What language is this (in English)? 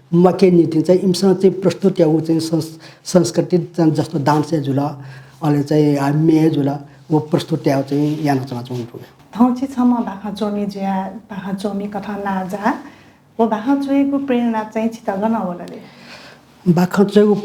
Newari